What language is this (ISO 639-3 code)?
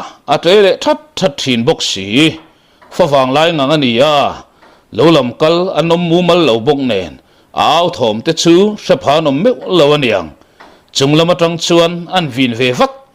lus